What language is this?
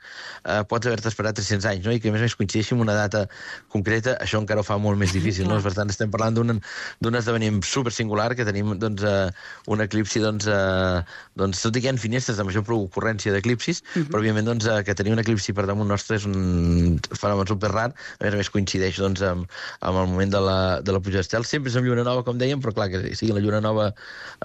Catalan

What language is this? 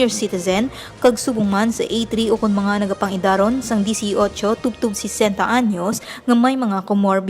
Hiligaynon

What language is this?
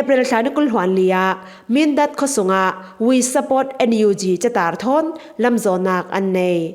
Falam Chin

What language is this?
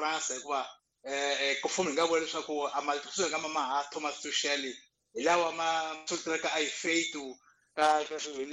Tsonga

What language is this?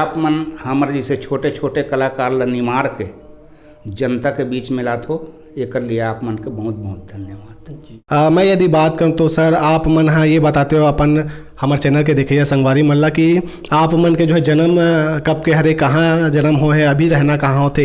Chhattisgarhi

